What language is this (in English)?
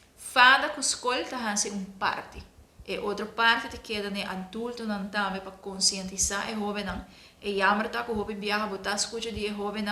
Papiamento